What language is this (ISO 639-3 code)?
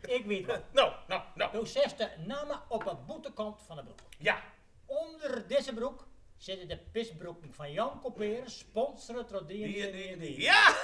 fry